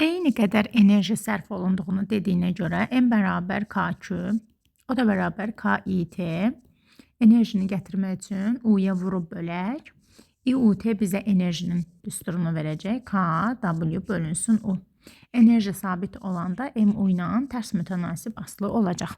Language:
Azerbaijani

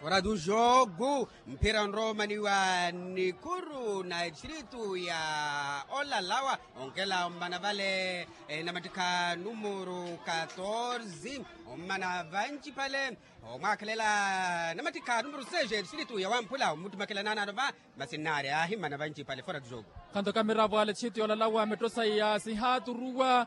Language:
Makhuwa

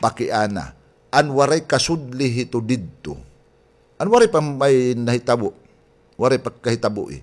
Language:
Waray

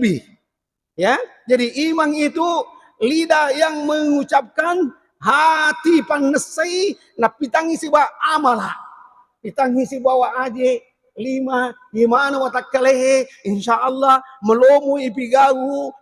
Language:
Buginese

